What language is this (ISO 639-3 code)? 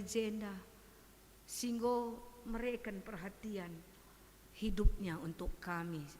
btx